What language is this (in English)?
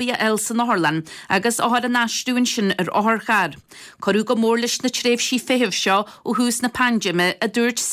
Irish